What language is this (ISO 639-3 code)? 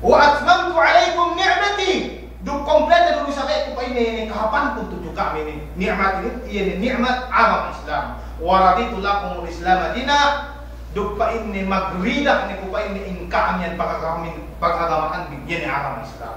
yka